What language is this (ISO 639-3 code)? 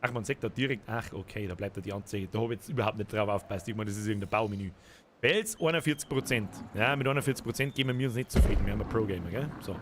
bar